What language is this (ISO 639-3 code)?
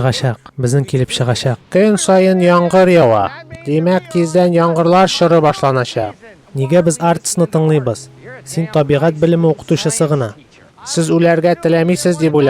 tat